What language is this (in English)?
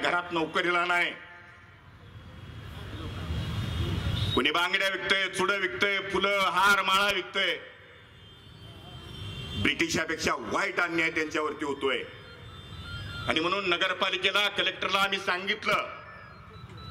Marathi